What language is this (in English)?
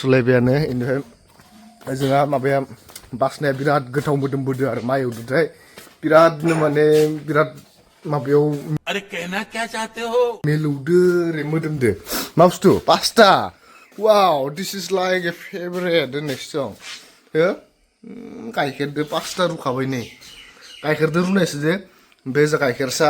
Bodo